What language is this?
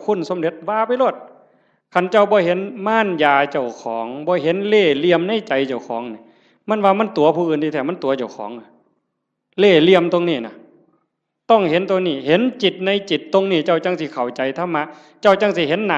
Northeastern Thai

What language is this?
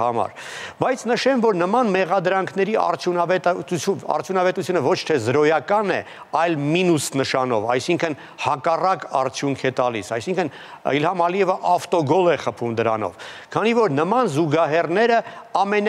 Armenian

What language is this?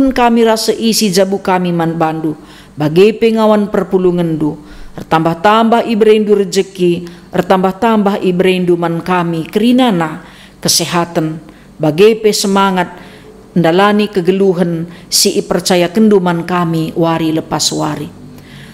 Batak Karo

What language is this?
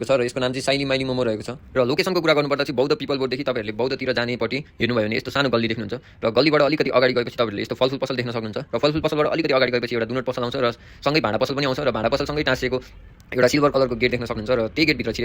Nepali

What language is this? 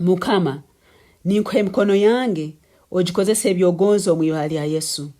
Nyankole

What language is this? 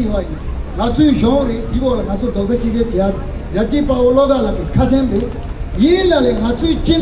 Tibetan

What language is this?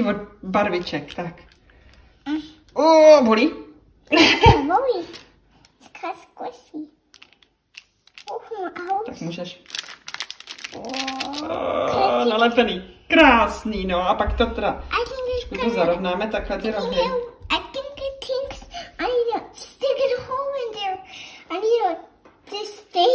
Czech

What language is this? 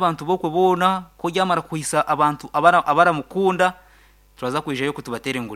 Nyankole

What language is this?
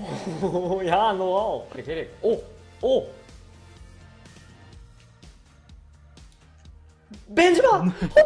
Dutch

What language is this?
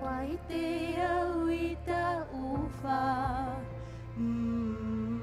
Tahitian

